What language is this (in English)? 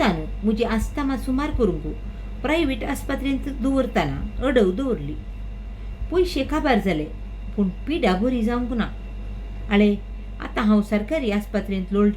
Konkani